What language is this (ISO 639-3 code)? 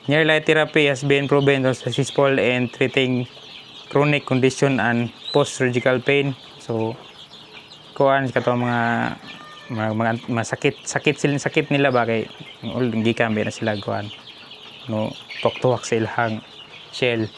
ceb